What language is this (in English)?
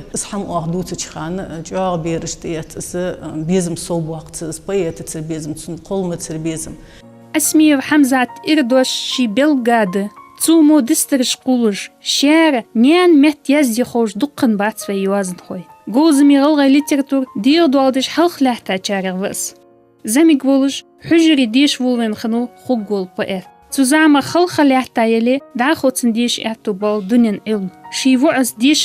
Ingush